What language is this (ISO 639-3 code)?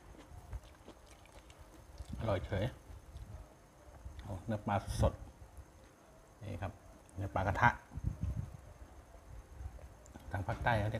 tha